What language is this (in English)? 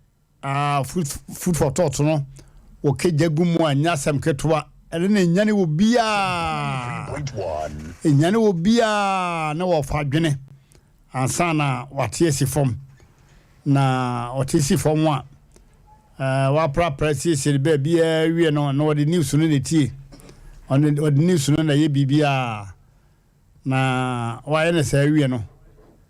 Akan